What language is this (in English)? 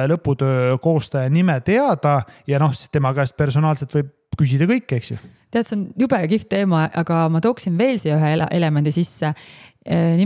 Estonian